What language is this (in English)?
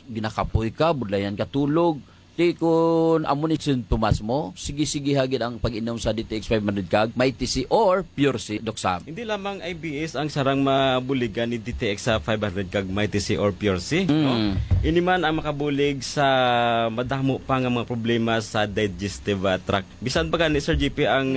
Hiligaynon